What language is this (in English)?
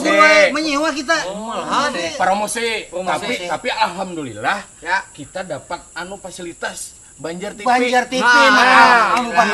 Banjar